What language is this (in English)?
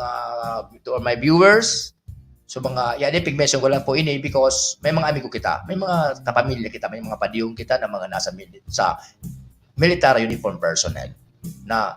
Bikol